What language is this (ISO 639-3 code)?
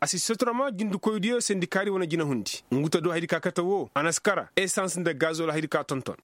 ses